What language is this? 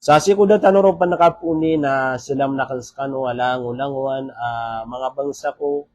Maranao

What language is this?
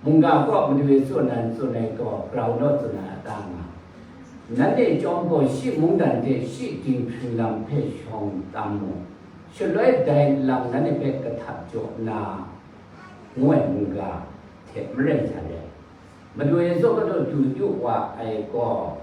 Kachin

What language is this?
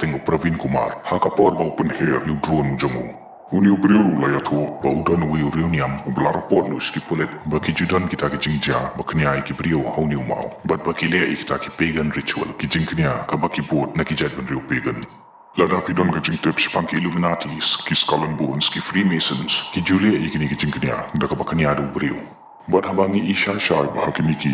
Khasi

